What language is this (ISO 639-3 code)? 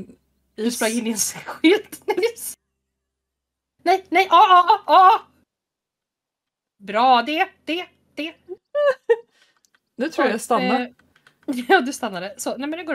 swe